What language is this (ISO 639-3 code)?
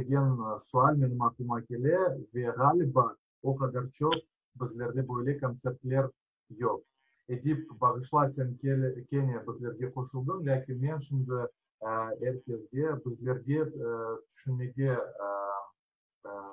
crh